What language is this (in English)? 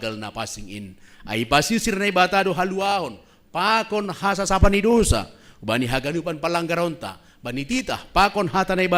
Batak Simalungun